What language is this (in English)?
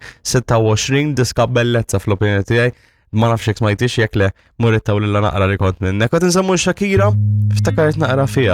Maltese